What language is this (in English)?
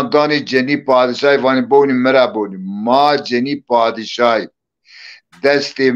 Zaza